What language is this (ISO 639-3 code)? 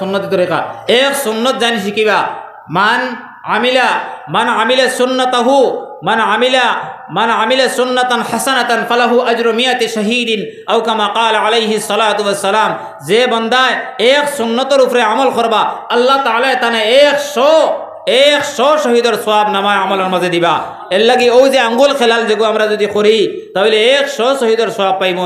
syl